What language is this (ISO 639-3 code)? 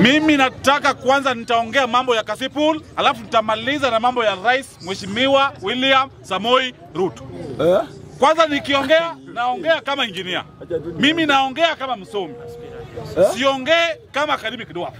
swa